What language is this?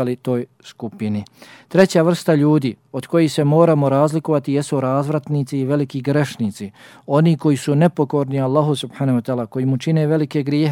Bosnian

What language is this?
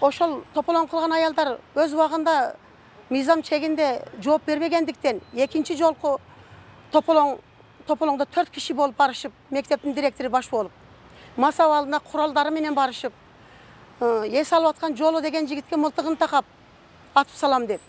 Kyrgyz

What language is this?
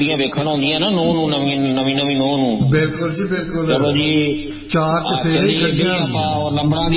Punjabi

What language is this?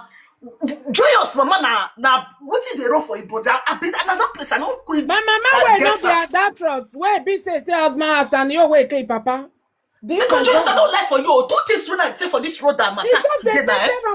Nigerian Pidgin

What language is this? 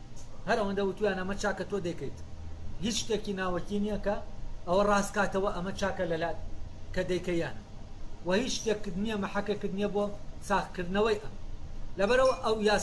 Central Kurdish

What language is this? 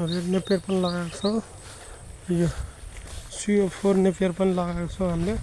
Nepali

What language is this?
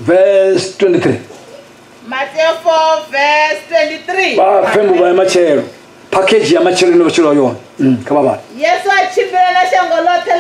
Venda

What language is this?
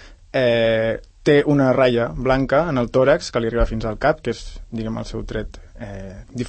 Catalan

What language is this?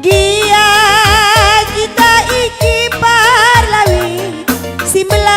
Batak Karo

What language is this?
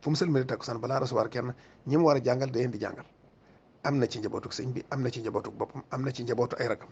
Wolof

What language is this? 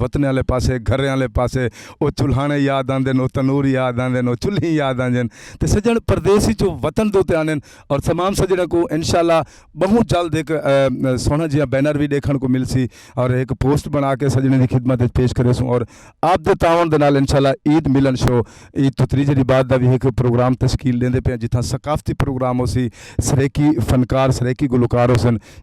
Saraiki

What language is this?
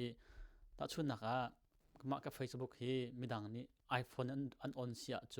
Hakha Chin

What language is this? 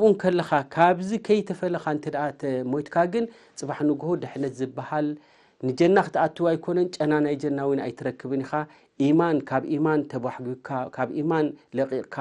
Tigrinya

